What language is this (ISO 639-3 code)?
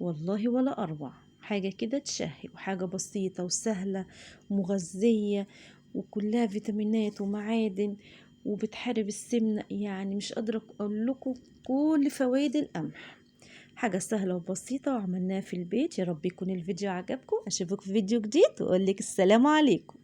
arz